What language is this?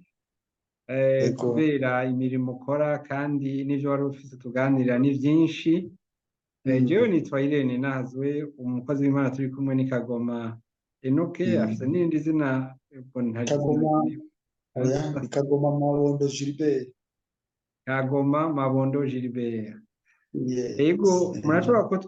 Rundi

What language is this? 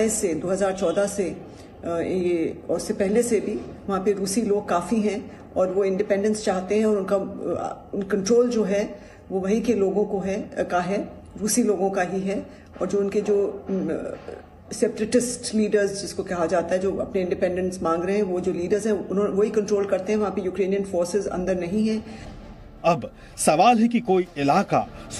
Hindi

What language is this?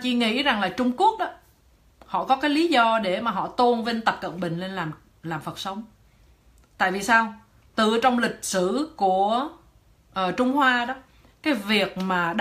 Vietnamese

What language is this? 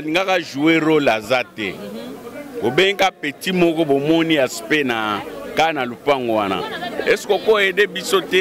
Lingala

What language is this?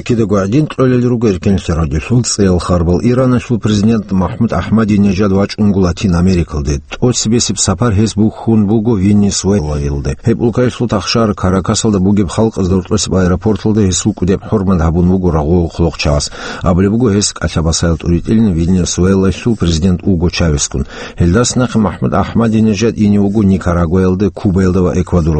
Avaric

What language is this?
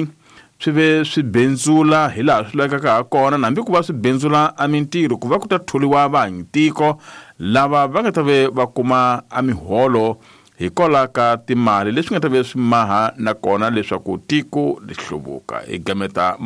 Tsonga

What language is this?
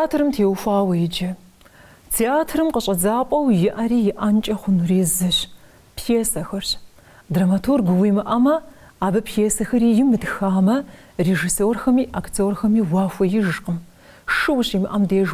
Kabardian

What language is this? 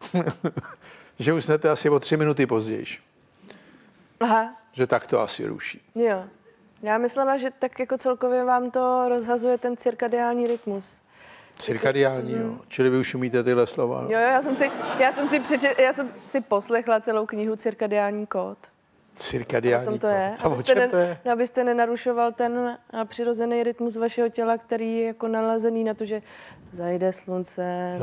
Czech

